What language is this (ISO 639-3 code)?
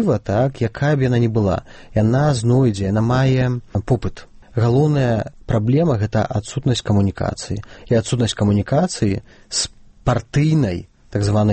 bel